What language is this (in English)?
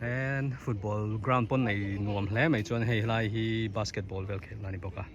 Mizo